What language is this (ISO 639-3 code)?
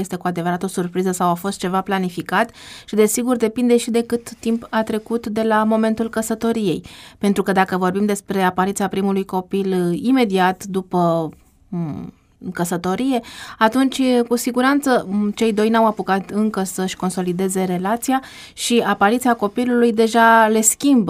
ron